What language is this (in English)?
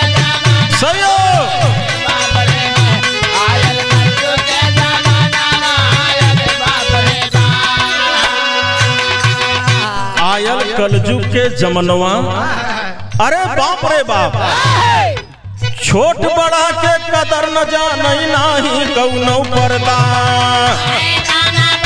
Bhojpuri